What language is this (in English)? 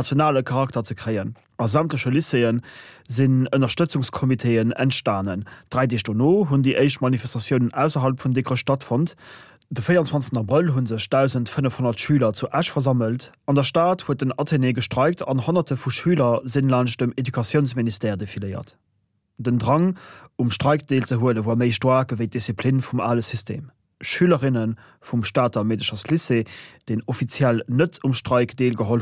Luxembourgish